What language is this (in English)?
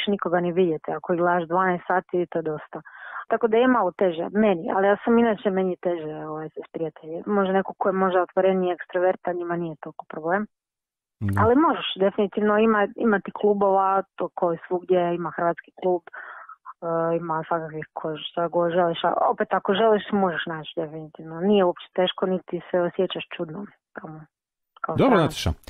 Croatian